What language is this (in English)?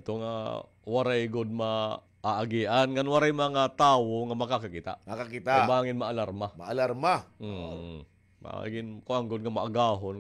Waray